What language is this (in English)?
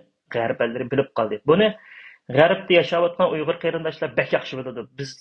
Uyghur